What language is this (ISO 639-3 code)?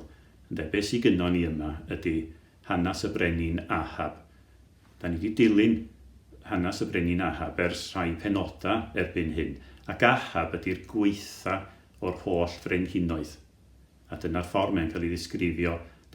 cym